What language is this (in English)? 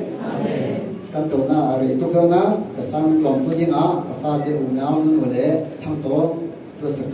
Falam Chin